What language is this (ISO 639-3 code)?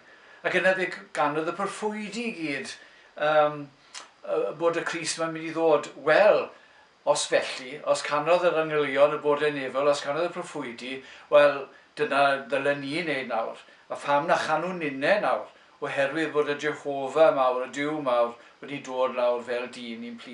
cym